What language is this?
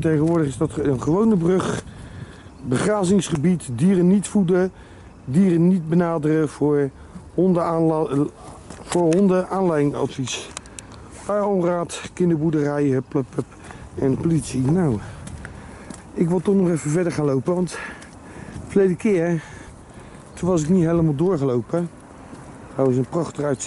Dutch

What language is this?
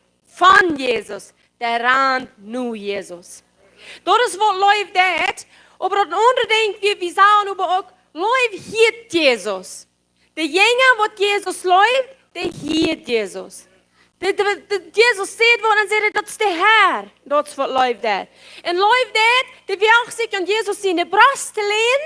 Plautdietsch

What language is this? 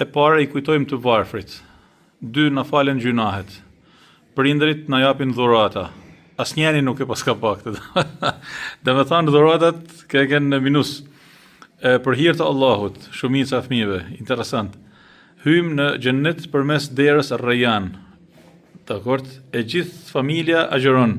Albanian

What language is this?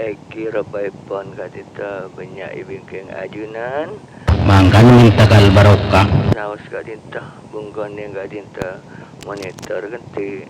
Madurese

